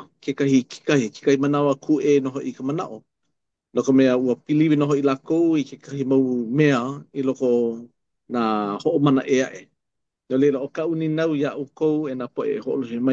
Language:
Hawaiian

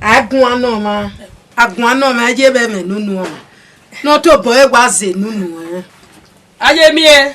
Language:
Bini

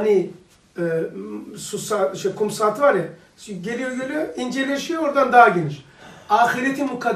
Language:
Turkish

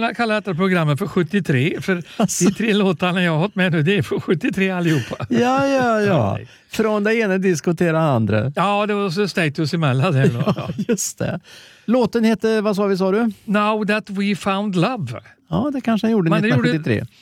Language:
Swedish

